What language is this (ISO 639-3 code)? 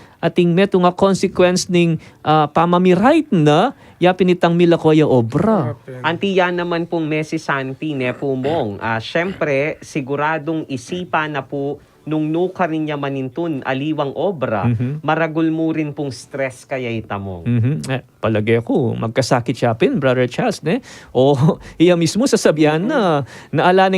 pam